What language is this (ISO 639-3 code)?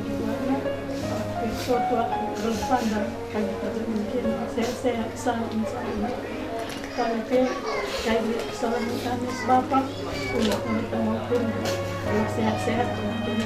btx